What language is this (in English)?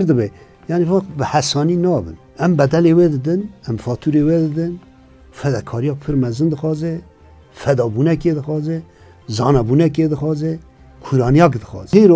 Kurdish